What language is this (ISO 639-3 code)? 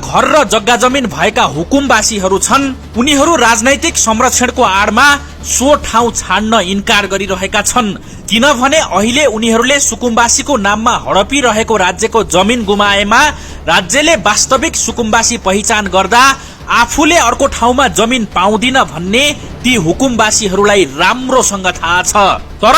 nep